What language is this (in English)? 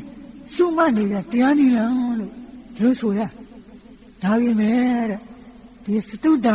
Burmese